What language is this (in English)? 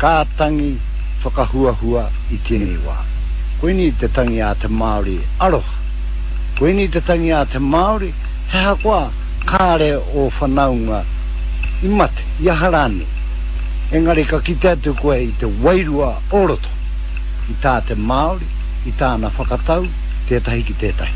Māori